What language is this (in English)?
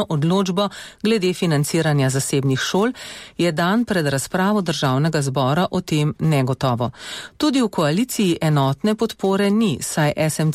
Slovenian